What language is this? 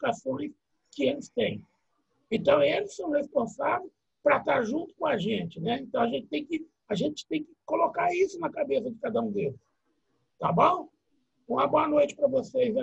Portuguese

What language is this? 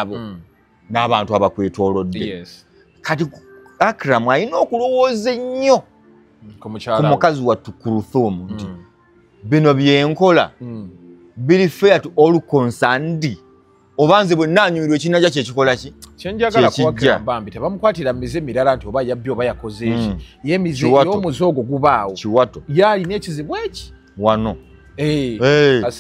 Ganda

